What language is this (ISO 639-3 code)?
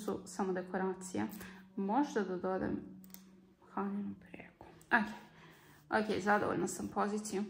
hrv